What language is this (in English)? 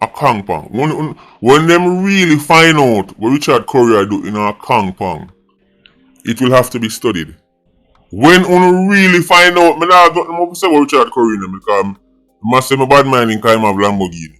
Jamaican Creole English